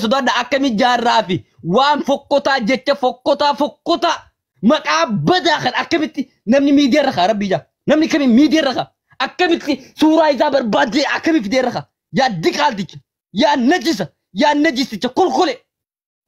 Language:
Oromo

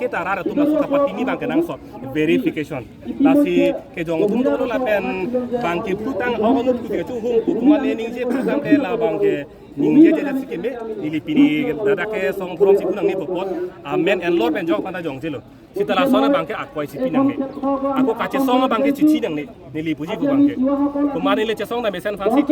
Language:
Karbi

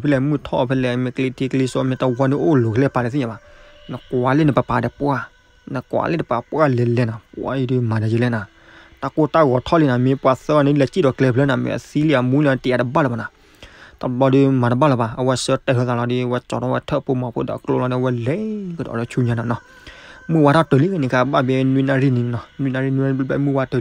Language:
S'gaw Karen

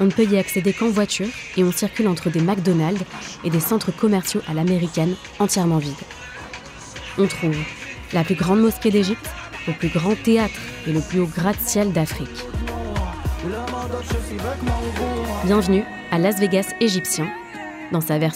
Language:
French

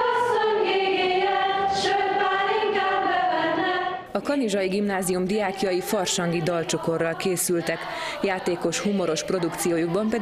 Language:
Hungarian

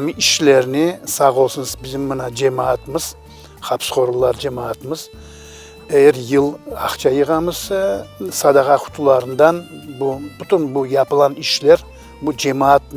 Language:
Crimean Tatar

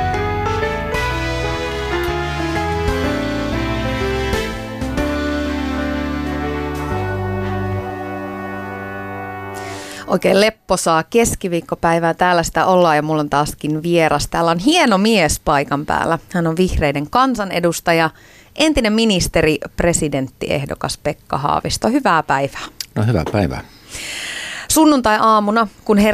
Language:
Finnish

